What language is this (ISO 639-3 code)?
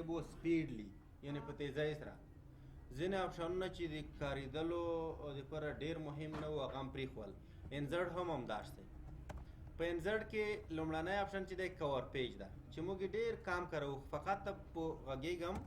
pus